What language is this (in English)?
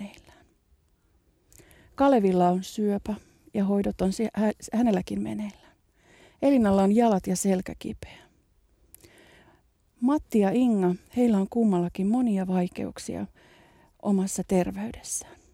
Finnish